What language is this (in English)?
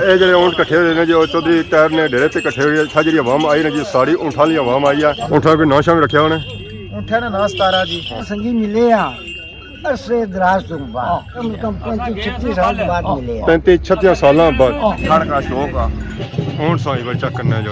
Pahari-Potwari